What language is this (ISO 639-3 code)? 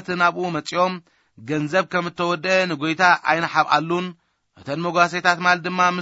tir